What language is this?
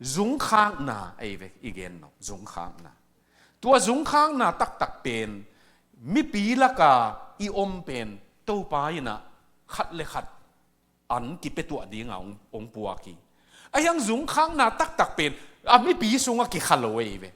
Tedim Chin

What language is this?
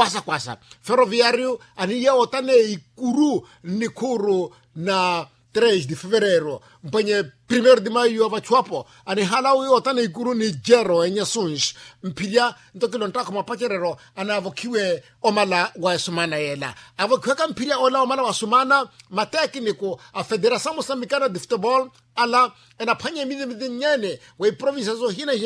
Makhuwa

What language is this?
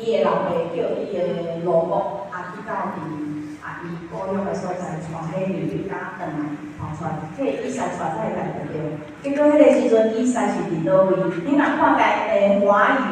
Min Nan Chinese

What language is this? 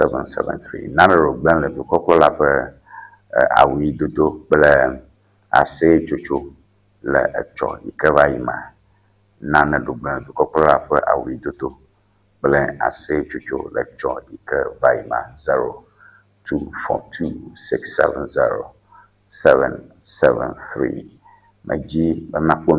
Ewe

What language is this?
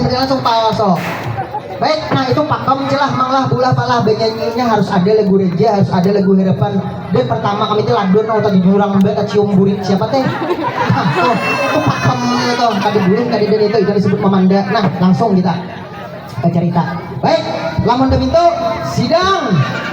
Banjar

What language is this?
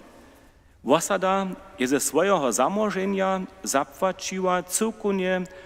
Upper Sorbian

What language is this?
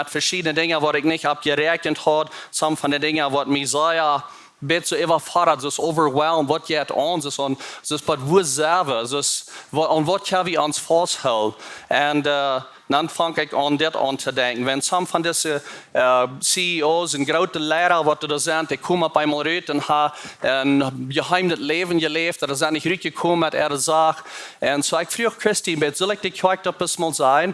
Plautdietsch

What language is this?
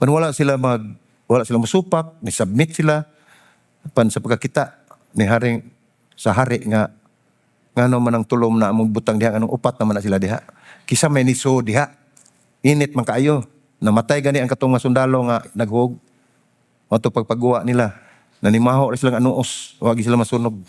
Cebuano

